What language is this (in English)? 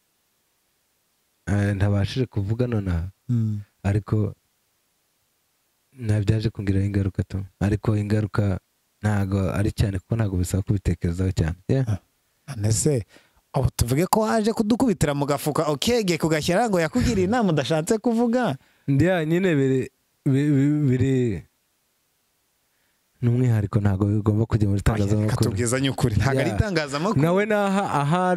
Kinyarwanda